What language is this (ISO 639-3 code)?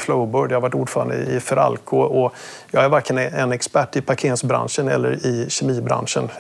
swe